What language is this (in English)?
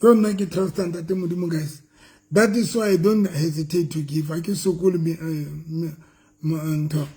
Southern Sotho